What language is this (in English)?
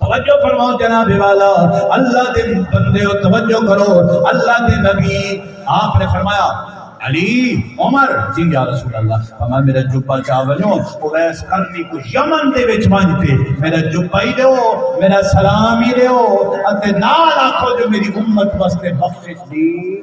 Saraiki